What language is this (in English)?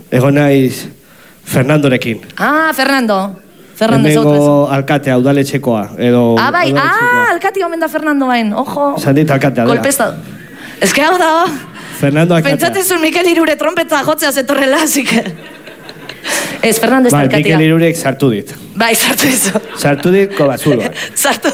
Basque